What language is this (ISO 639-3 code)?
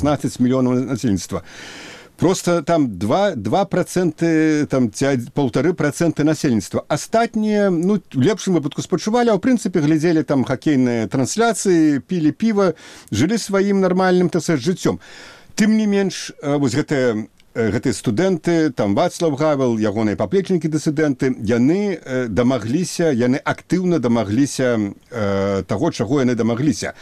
bel